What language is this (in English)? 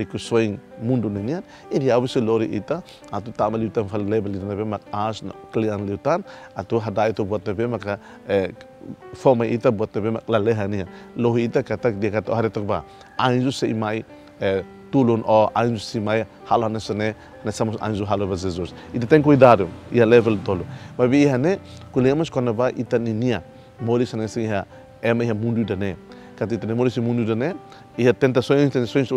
Tetum